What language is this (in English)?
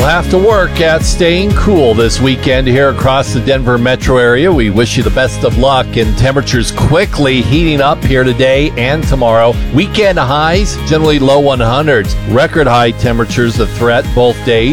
English